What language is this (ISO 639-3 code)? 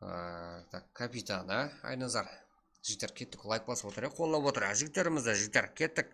kaa